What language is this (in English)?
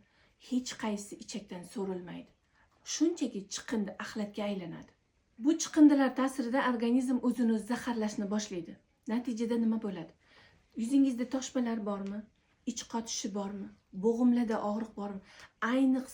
Uzbek